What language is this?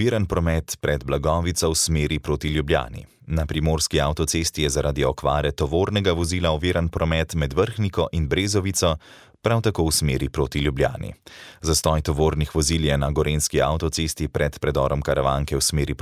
Slovenian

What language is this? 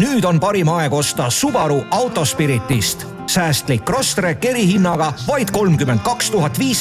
Estonian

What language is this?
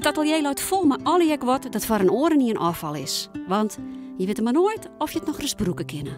Western Frisian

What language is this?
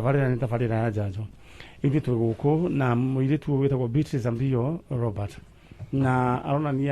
Kikuyu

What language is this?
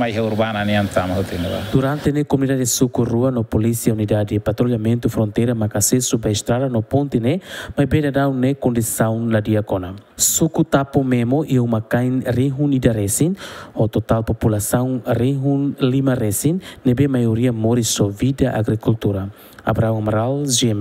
Tetum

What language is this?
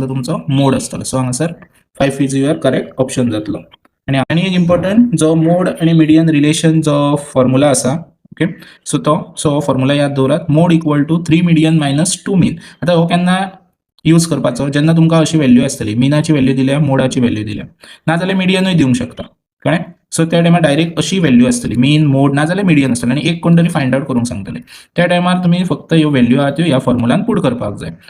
Konkani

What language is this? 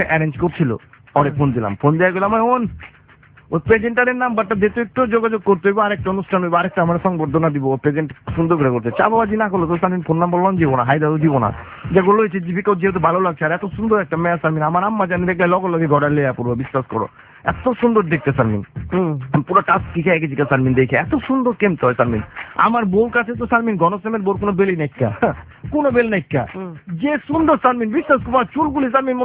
Bangla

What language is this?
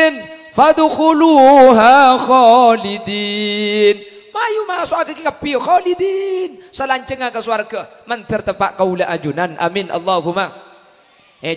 Madurese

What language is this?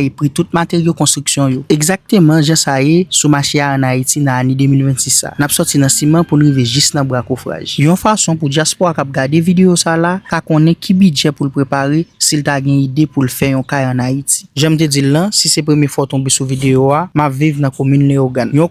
Haitian Creole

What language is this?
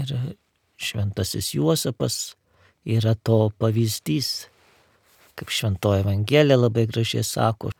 Lithuanian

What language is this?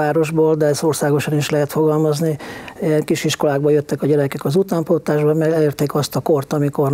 Hungarian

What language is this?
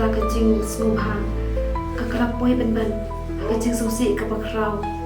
Khasi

